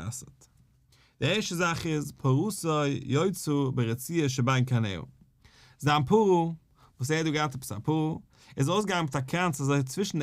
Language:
Yiddish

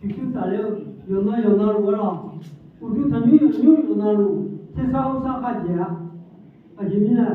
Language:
Akha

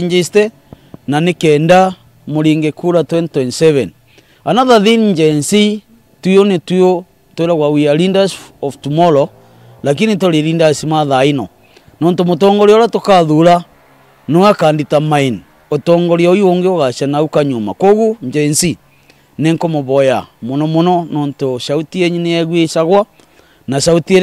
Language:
Meru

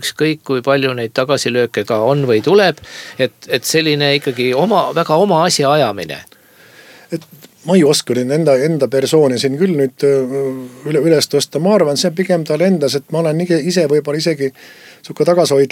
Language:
Estonian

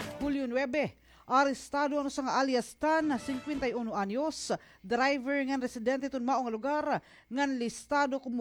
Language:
Waray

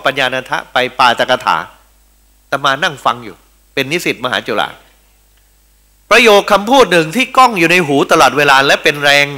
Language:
Thai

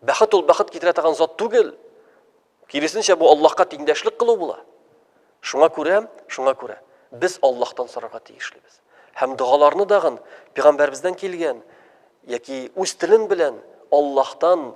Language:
Tatar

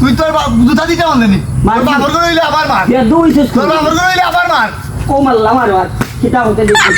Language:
Sylheti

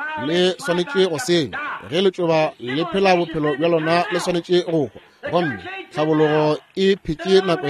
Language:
Northern Sotho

